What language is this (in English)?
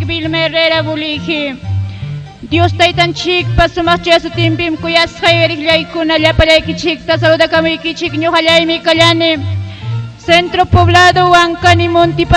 Ayacucho Quechua